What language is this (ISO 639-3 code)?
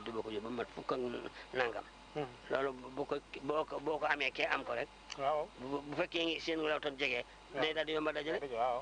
wol